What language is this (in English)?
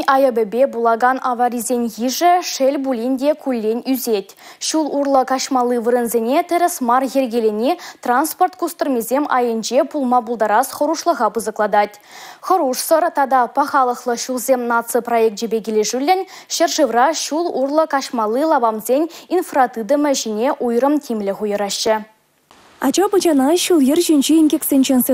Chuvash